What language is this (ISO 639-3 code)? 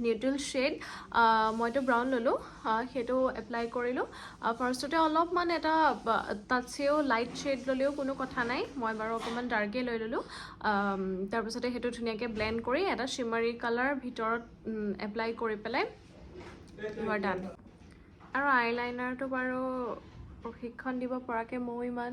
asm